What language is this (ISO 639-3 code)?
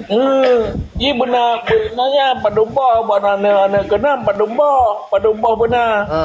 ace